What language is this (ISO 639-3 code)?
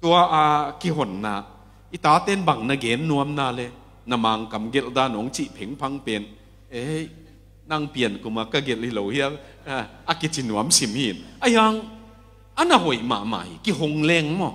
ctd